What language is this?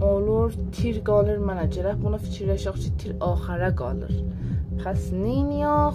South Azerbaijani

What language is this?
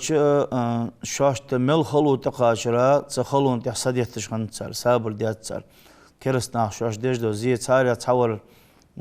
Ingush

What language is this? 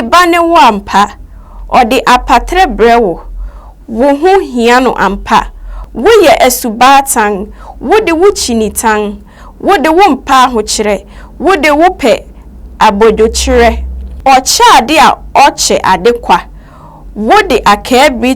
Akan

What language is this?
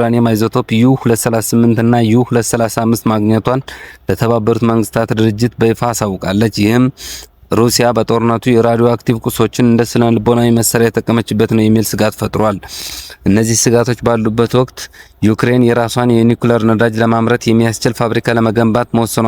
Amharic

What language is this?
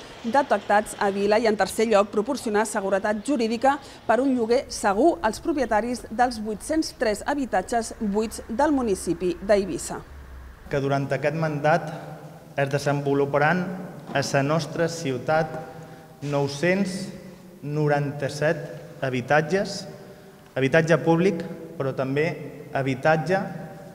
Catalan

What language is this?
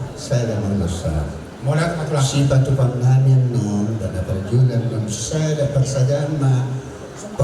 Batak Toba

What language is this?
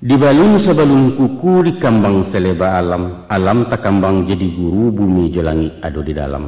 Minangkabau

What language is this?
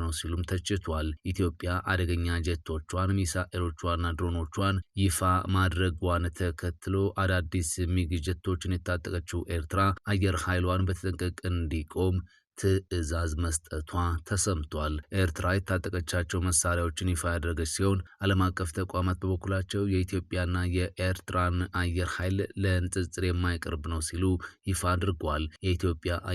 Amharic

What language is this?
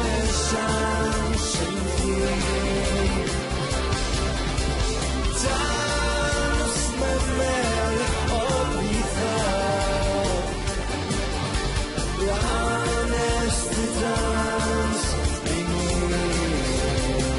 Norwegian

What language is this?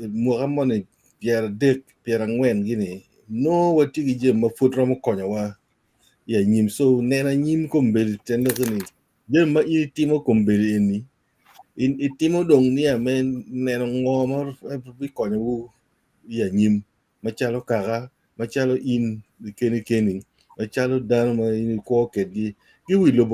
Acoli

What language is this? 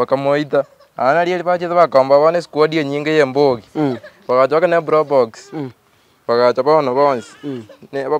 Gusii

